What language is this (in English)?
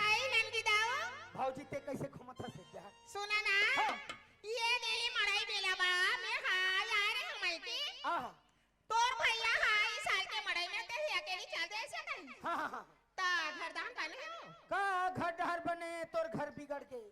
Chhattisgarhi